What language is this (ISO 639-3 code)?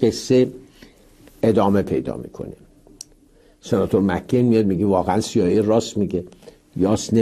fas